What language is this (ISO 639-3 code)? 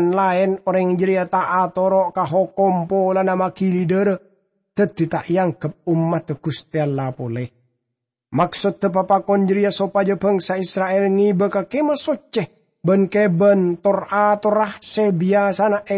mad